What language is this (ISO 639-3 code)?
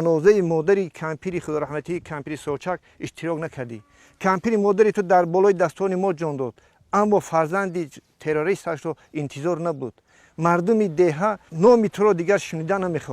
tgk